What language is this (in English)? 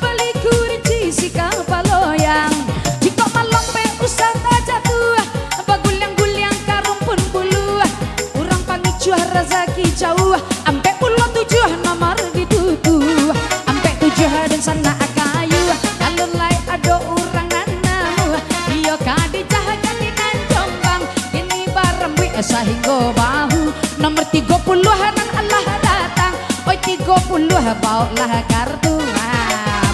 Minangkabau